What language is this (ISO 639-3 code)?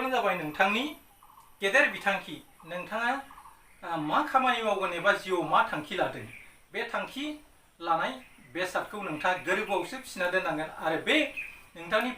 brx